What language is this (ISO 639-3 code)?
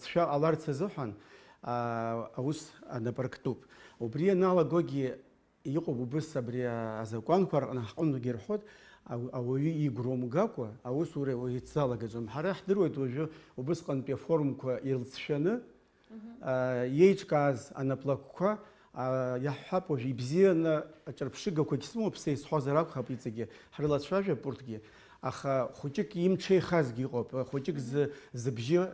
abk